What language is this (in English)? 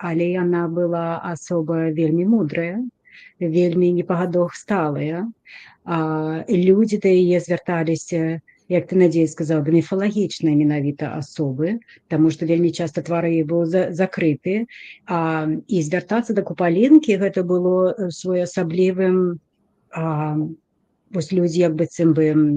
Belarusian